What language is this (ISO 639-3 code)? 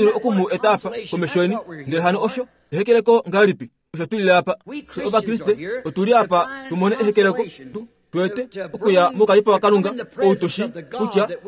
kua